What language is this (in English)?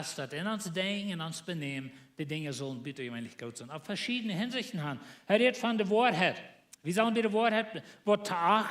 Plautdietsch